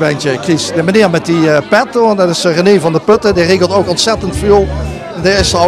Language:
Limburgish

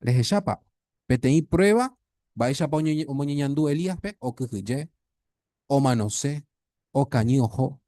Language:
Guarani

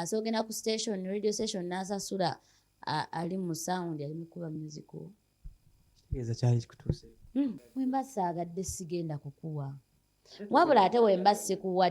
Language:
Ganda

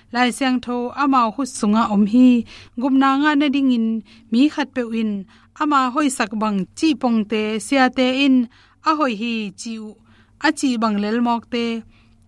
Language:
Tedim Chin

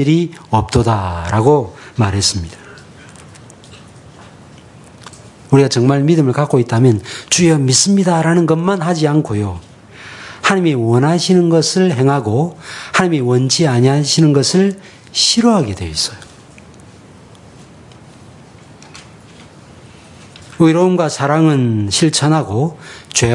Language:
Korean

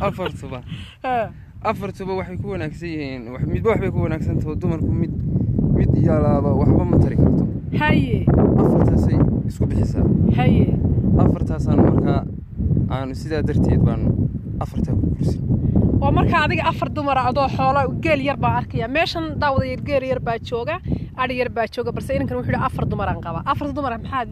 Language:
Somali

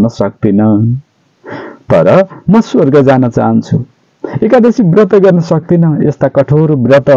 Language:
Nepali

